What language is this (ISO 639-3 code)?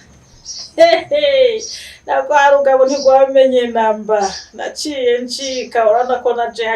run